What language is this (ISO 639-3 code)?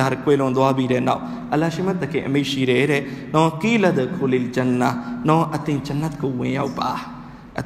mya